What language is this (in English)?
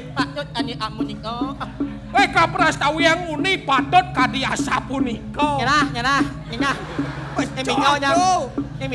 Balinese